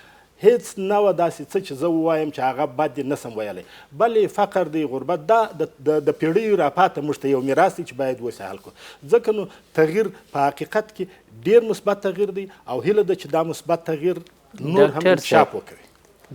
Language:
Pashto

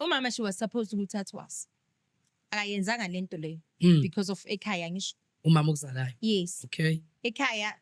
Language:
Zulu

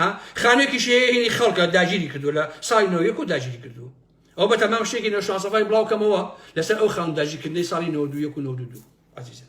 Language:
Central Kurdish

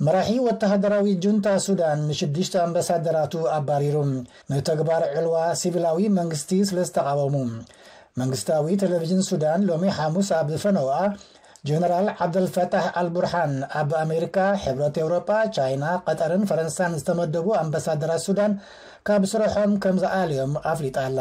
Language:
Tigrinya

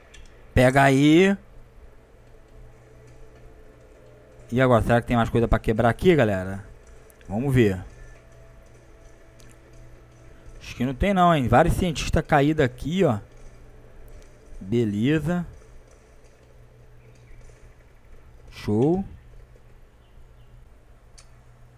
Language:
Portuguese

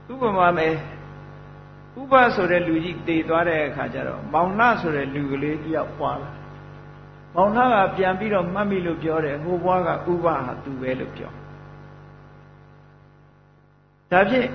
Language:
Burmese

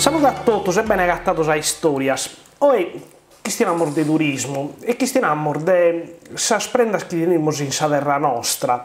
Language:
Sardinian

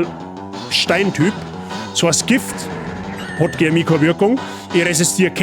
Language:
Bavarian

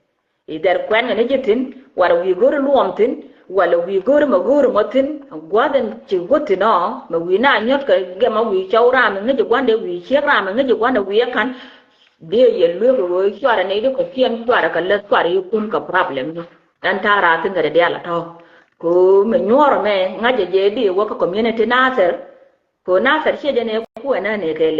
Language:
Nuer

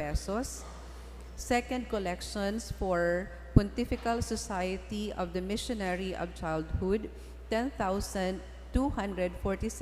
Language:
Bikol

